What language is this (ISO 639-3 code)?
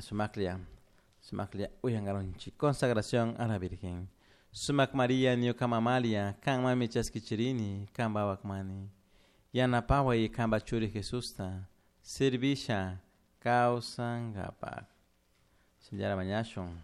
qug